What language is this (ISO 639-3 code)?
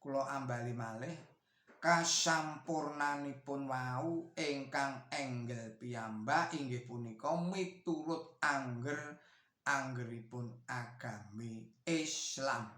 jav